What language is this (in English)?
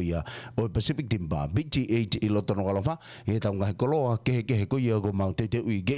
Tongan